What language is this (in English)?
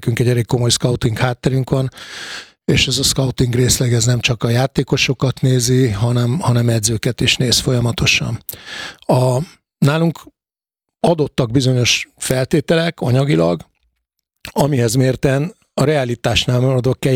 Hungarian